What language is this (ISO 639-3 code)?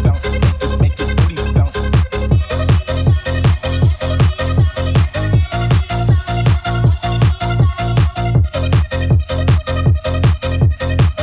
est